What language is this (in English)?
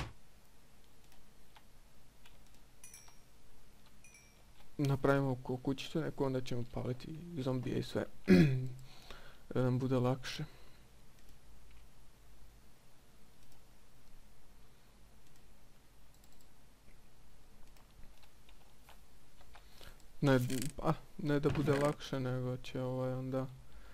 Croatian